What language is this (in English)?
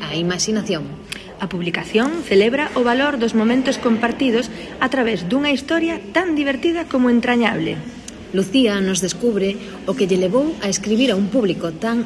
Galician